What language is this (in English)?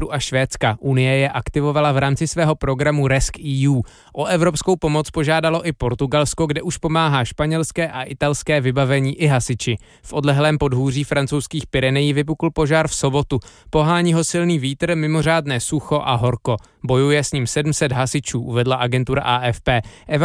Czech